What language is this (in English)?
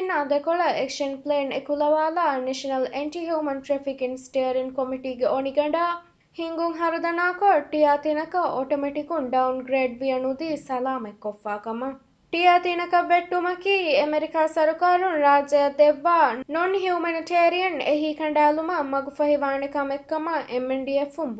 Divehi